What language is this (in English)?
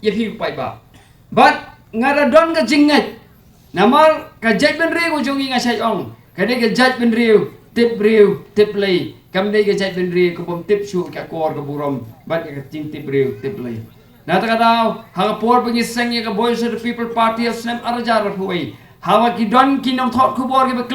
Khasi